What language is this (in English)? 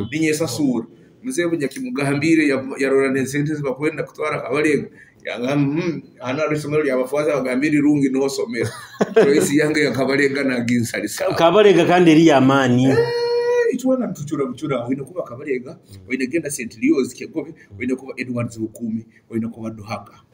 Nyoro